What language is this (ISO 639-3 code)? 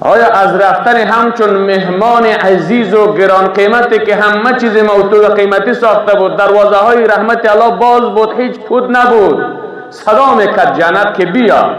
fas